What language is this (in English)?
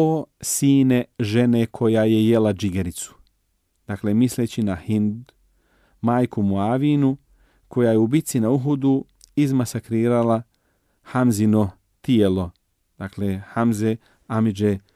Bosnian